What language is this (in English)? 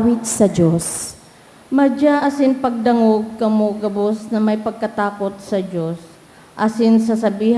Bikol